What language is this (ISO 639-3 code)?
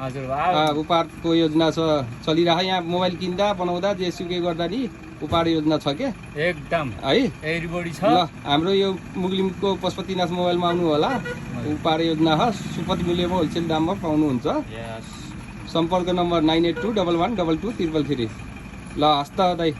nep